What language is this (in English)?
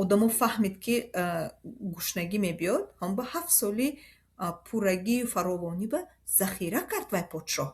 Tajik